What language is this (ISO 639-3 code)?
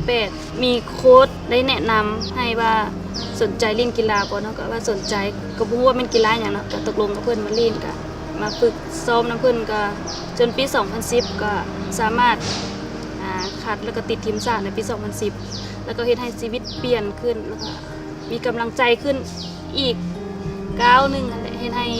lao